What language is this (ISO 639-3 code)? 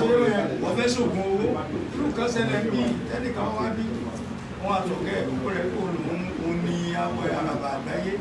yor